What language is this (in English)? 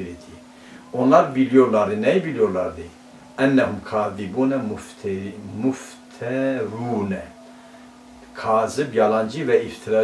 Turkish